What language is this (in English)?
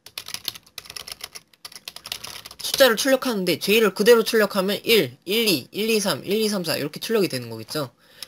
Korean